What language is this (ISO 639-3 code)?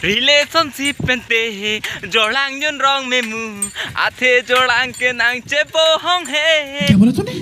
mjw